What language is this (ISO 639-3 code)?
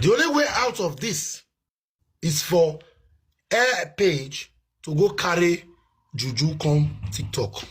pcm